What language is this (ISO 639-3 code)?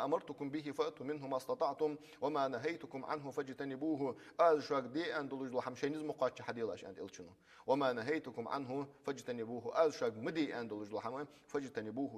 inh